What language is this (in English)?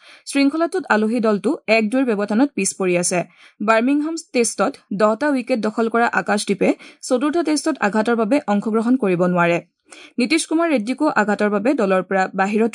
Assamese